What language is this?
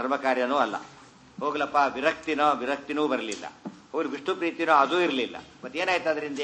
Kannada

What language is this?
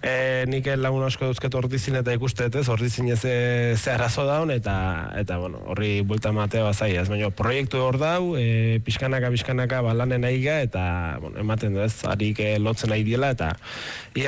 Basque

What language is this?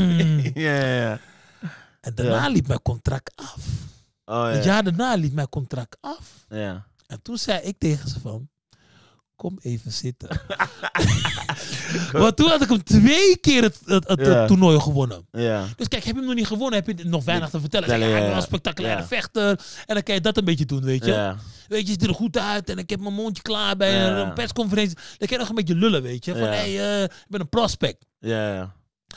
Dutch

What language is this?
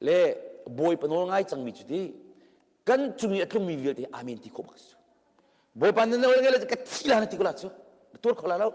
Hakha Chin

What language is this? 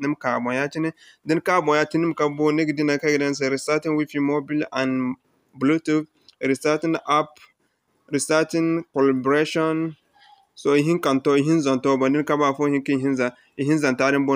Zarma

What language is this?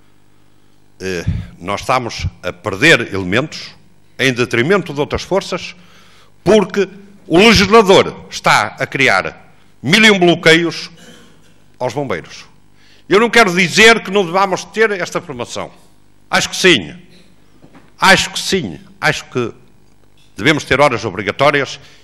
Portuguese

